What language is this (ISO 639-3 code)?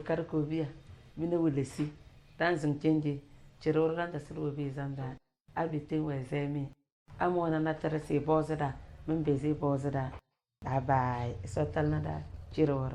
kdh